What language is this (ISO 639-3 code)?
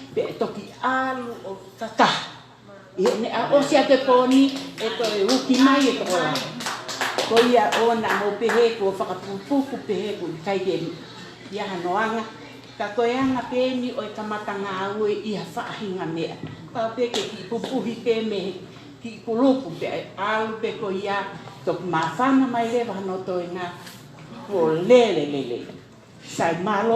ton